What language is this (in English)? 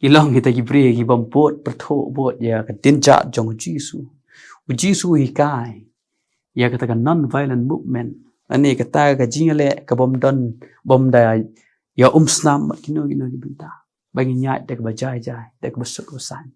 Khasi